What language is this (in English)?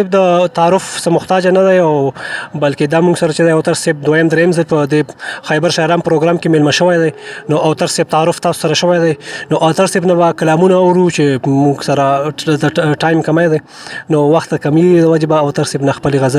Pashto